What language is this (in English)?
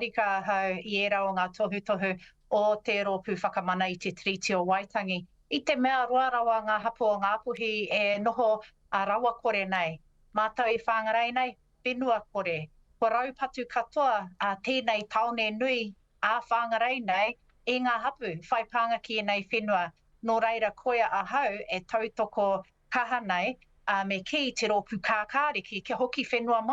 Māori